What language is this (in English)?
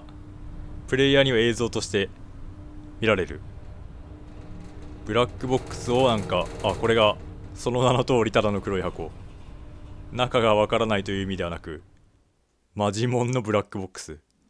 Japanese